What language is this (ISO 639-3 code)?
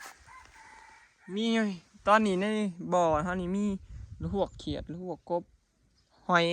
tts